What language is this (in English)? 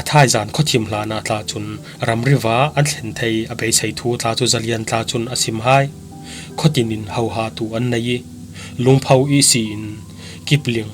Falam Chin